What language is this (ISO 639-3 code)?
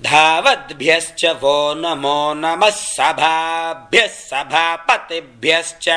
san